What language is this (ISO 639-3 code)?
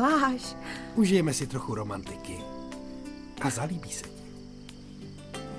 ces